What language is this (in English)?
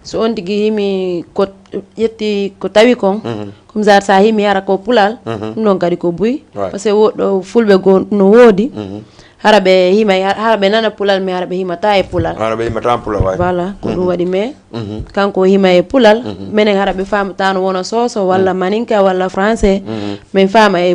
Fula